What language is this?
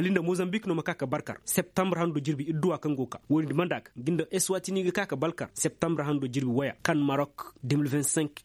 Koyraboro Senni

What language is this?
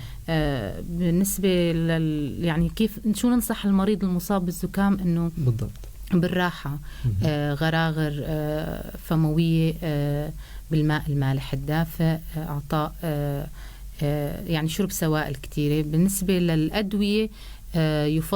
North Levantine Arabic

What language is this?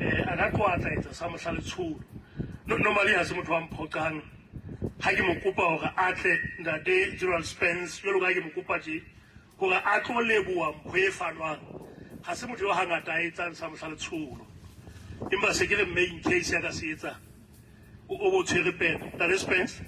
Southern Sotho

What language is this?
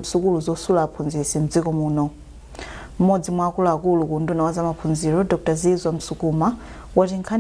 Nyanja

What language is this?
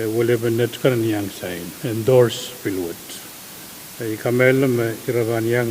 Pohnpeian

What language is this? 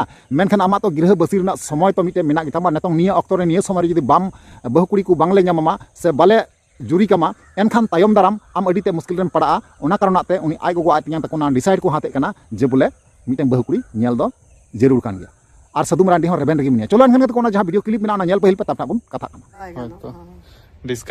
Santali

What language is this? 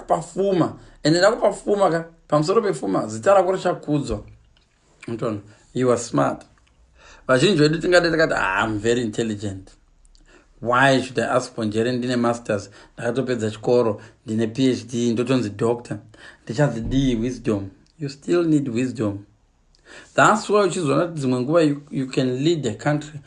Shona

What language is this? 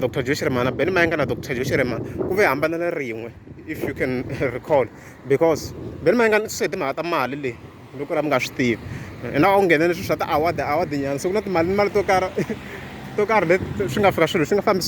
Tsonga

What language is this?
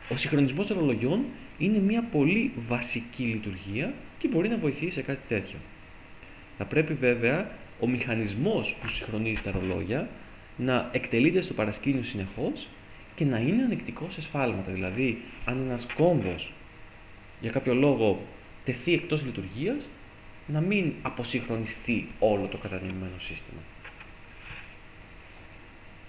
Greek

